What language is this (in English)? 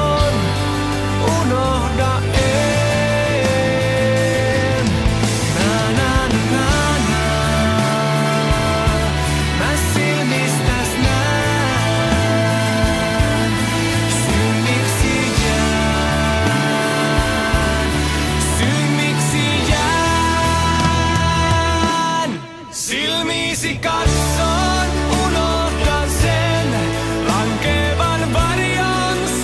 Finnish